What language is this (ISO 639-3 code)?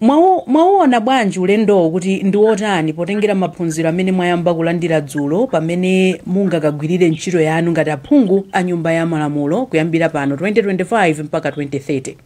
nya